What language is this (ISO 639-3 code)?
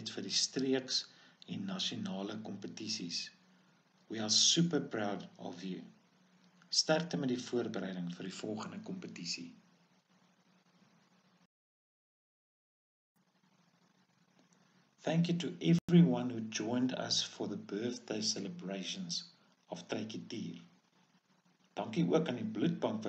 afr